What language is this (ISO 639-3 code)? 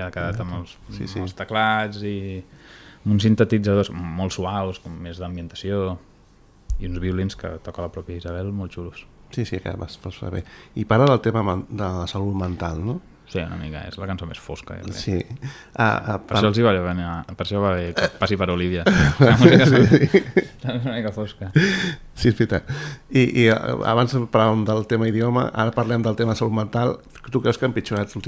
cat